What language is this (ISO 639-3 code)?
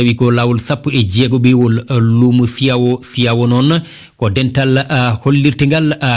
ful